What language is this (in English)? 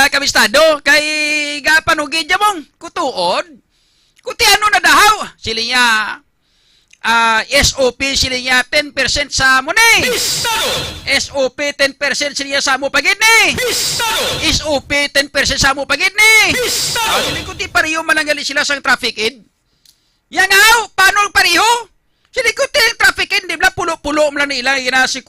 Hiligaynon